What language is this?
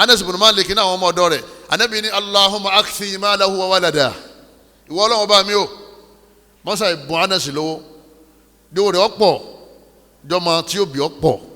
Yoruba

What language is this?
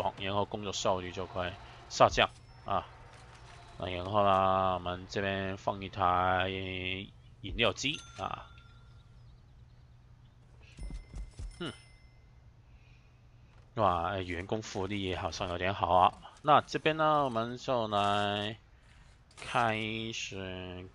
Chinese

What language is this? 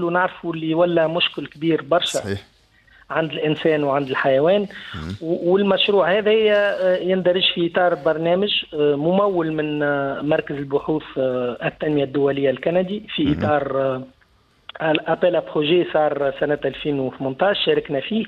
Tunisian Arabic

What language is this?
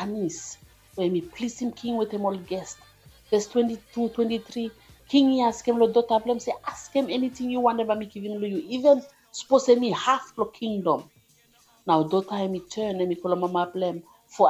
Bislama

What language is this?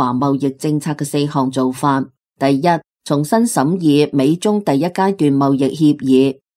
Cantonese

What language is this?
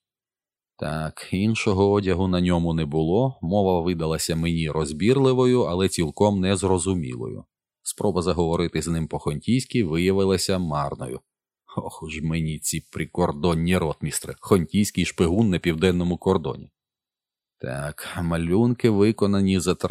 Ukrainian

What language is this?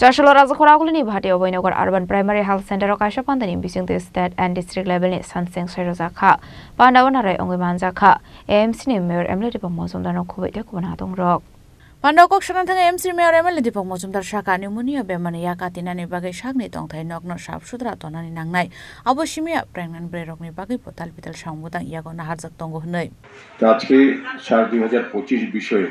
Kok Borok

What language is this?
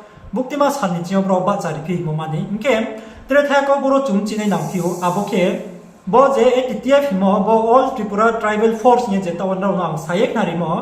Riang (India)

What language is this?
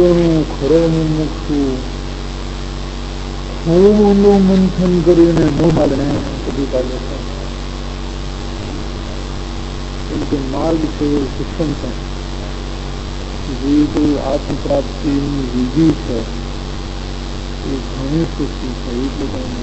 Gujarati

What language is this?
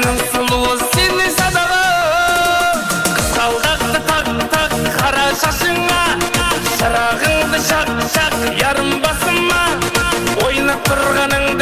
Kara-Kalpak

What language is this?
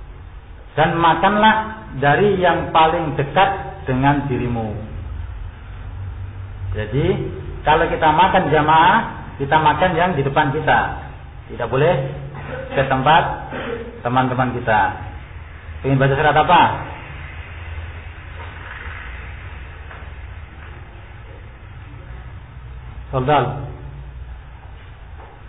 Indonesian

